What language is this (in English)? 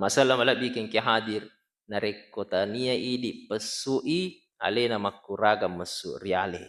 Buginese